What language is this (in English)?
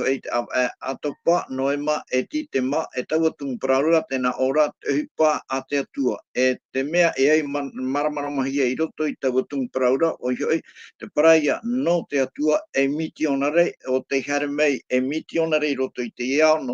Tahitian